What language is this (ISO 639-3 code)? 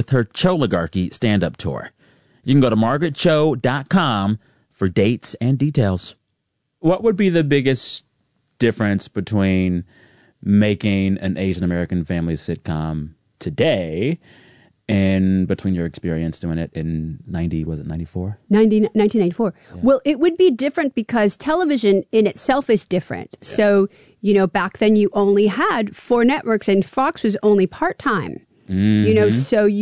eng